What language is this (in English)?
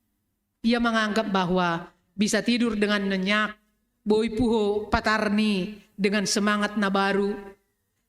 Batak Simalungun